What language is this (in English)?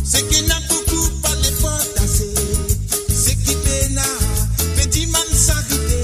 Morisyen